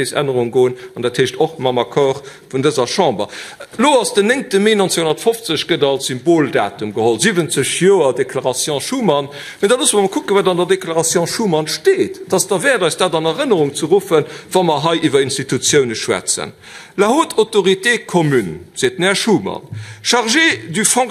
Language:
Luxembourgish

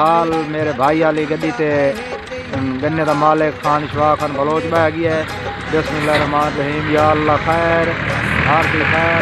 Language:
Saraiki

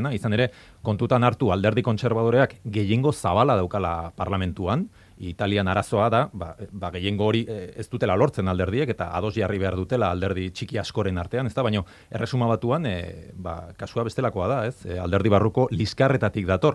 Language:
Basque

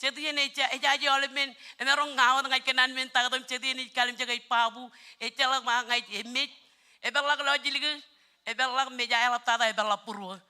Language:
Marshallese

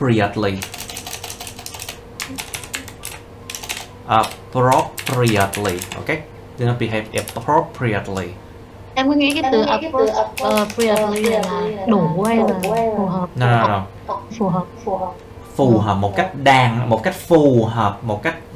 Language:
Vietnamese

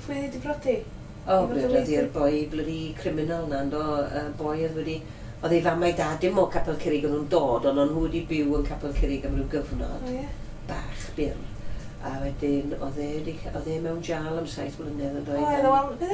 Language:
Welsh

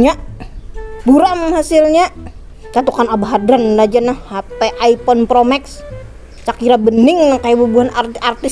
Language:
Banjar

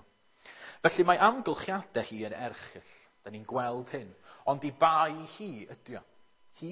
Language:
Welsh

